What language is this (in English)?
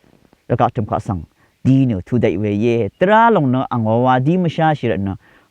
Rawang